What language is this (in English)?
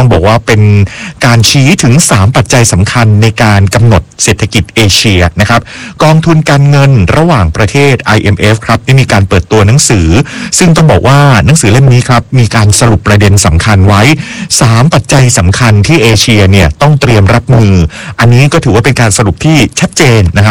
Thai